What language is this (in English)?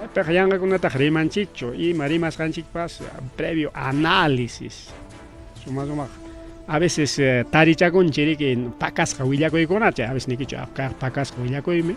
Ayacucho Quechua